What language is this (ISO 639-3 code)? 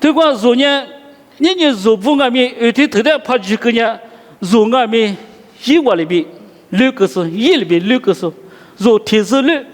lis